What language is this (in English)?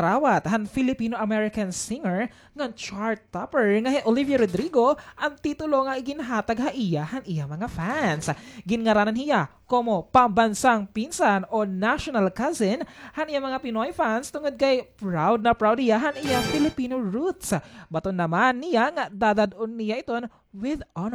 Waray